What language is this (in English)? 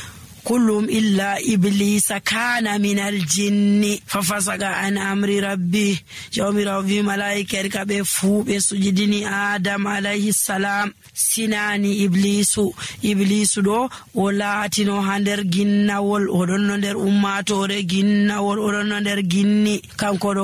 Nigerian Fulfulde